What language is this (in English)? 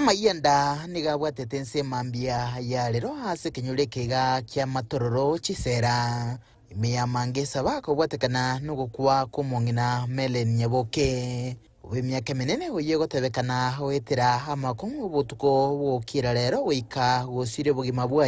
Gusii